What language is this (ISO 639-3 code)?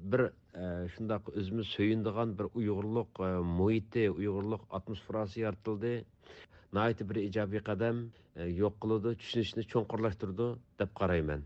uig